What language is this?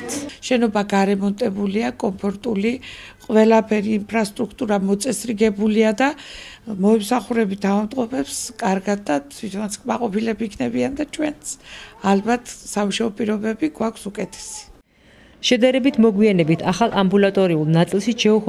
Georgian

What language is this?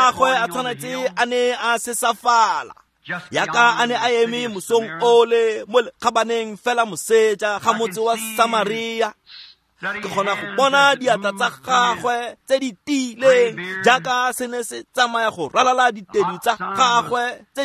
Tswana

